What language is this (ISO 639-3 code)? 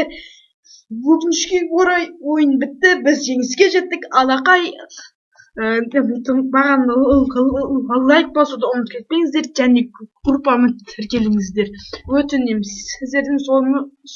kaz